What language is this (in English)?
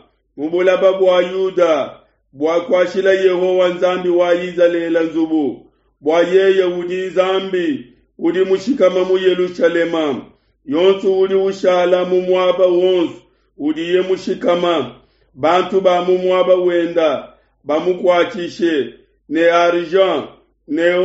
Luba-Lulua